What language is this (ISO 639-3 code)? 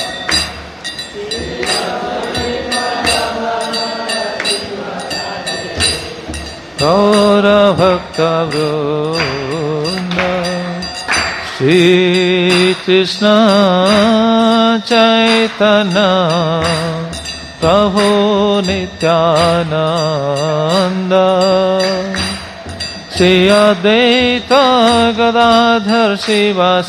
ori